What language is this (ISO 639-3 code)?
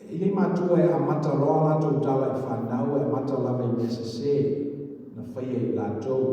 smo